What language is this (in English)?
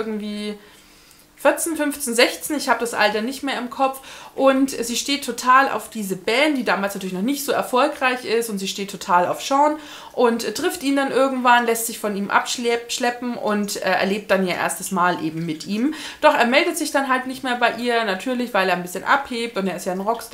German